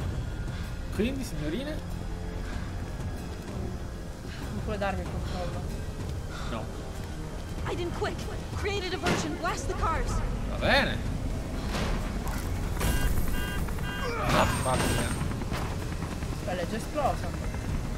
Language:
Italian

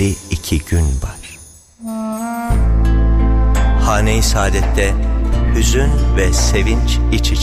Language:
Turkish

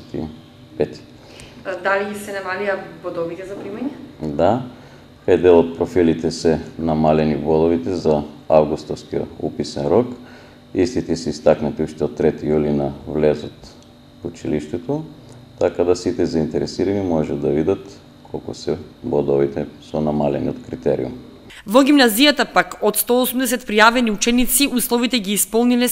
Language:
Macedonian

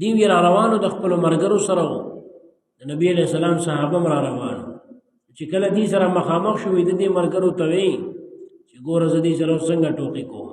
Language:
Pashto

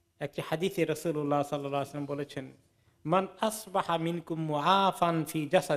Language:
Bangla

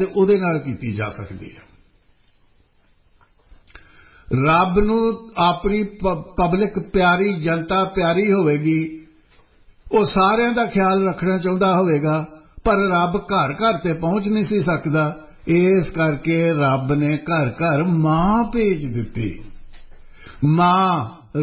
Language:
Punjabi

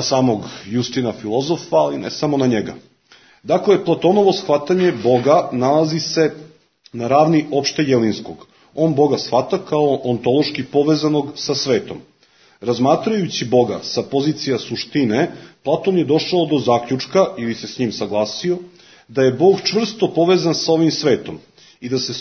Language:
Serbian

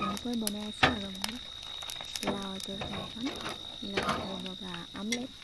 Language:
Assamese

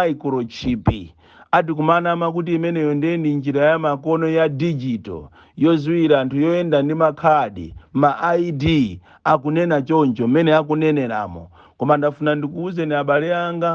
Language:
Nyanja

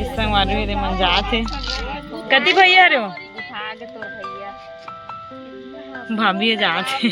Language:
Chhattisgarhi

